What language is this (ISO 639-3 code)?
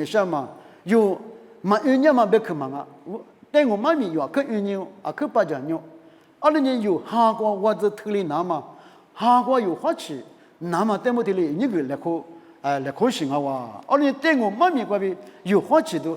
lis